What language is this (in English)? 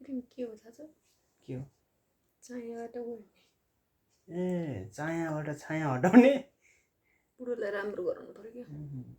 Nepali